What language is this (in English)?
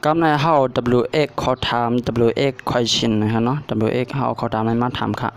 Shan